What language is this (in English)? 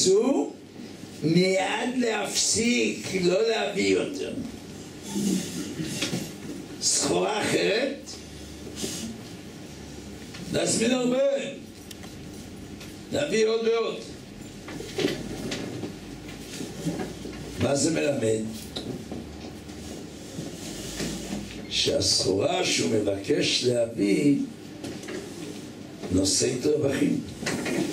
Hebrew